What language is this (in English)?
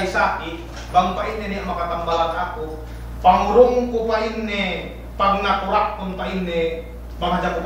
Yakan